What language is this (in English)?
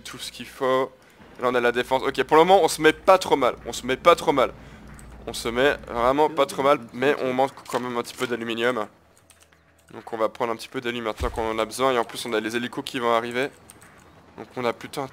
French